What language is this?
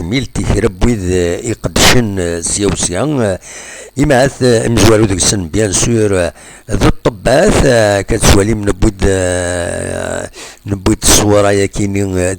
Kabyle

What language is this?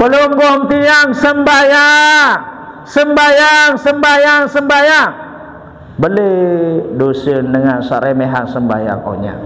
Sasak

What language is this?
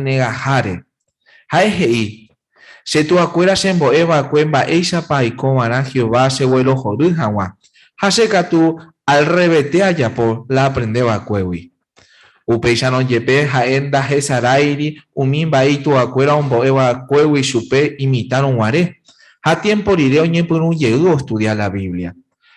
Guarani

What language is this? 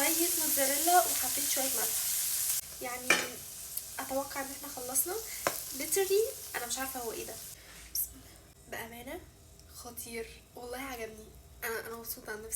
Egyptian Arabic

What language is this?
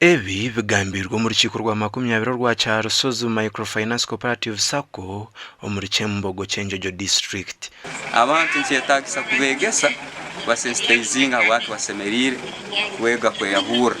Nyankole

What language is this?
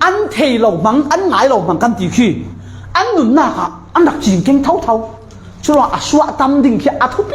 Falam Chin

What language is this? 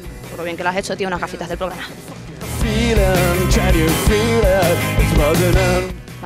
Spanish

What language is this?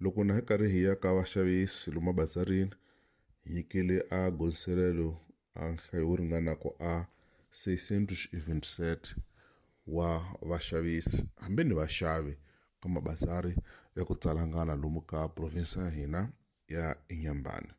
Tsonga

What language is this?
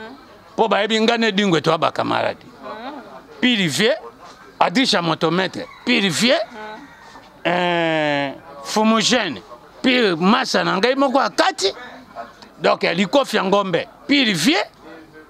Lingala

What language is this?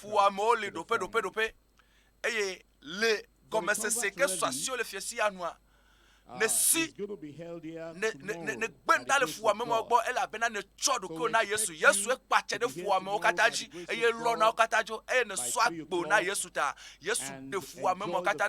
Ewe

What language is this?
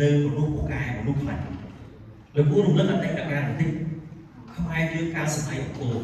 Khmer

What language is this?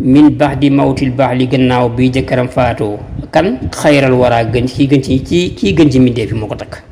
Wolof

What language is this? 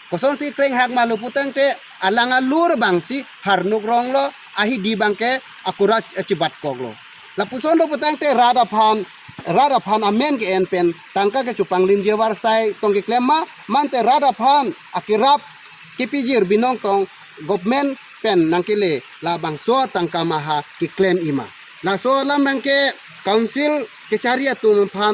Karbi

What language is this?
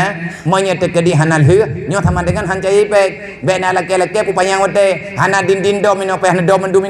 Achinese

